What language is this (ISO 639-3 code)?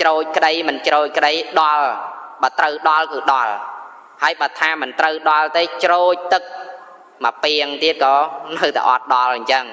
khm